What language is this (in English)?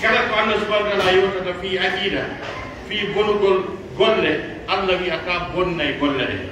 Pular